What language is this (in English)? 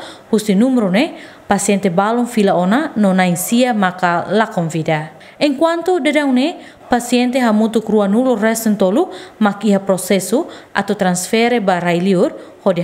Tetum